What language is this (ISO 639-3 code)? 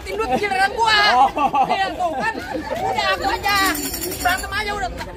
bew